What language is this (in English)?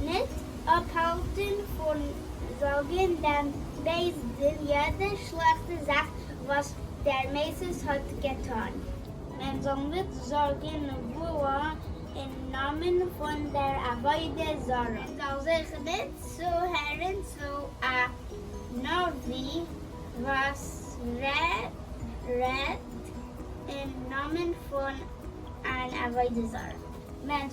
Yiddish